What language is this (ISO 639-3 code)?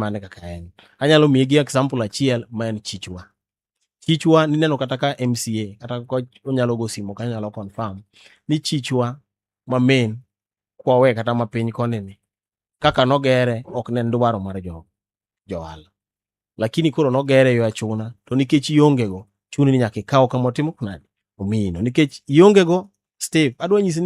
luo